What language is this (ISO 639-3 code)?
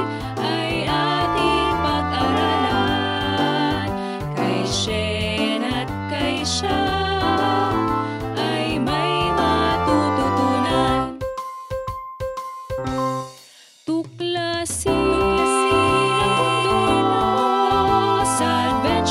fil